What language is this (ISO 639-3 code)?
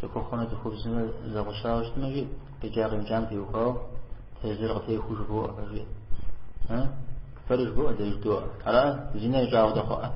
kbd